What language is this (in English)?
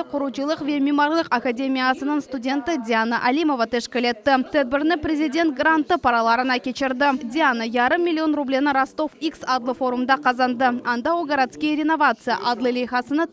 Crimean Tatar